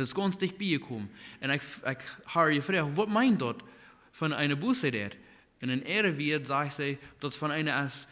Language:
Plautdietsch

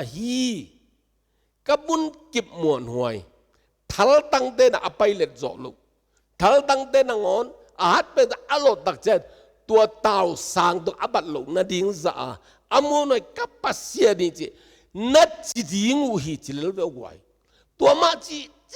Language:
Tedim Chin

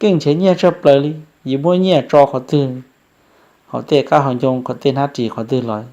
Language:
Hmong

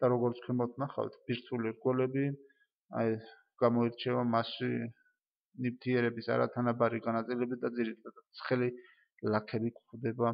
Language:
Georgian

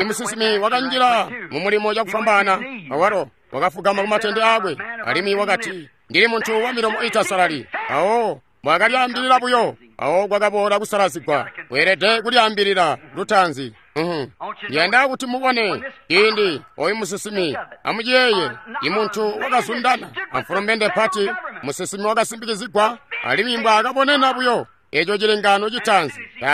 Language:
Tonga (Zambia)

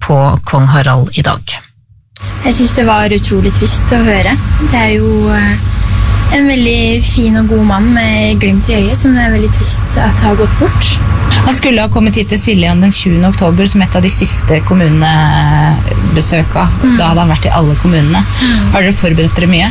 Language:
Norwegian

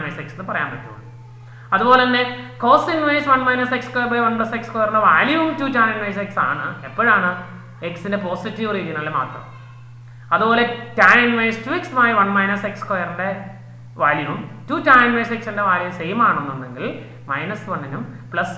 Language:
Malayalam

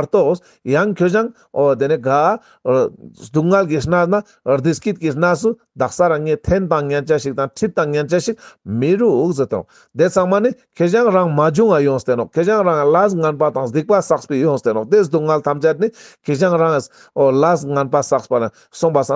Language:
Ladakhi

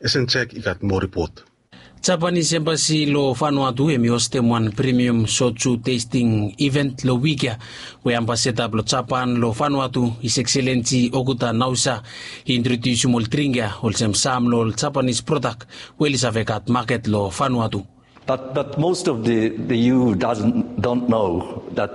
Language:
Bislama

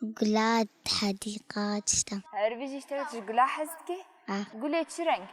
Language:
Kurdish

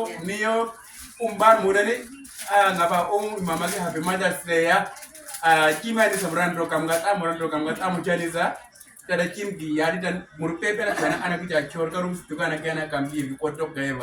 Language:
Uduk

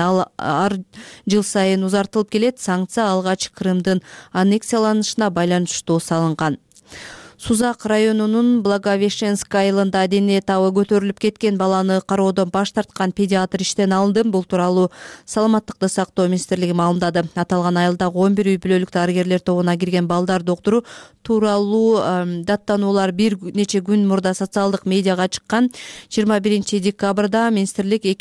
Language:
Kyrgyz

